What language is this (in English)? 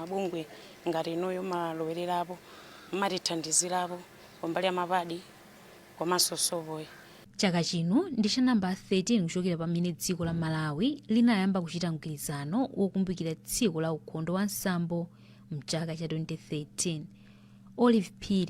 Nyanja